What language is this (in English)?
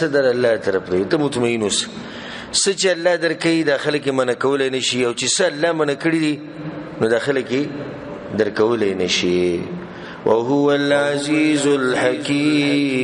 Pashto